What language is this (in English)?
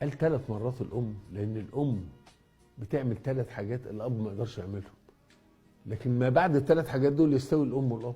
Egyptian Arabic